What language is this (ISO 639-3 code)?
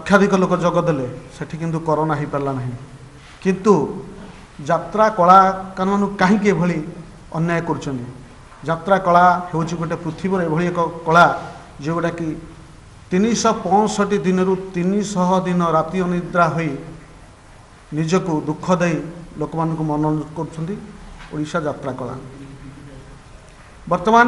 ori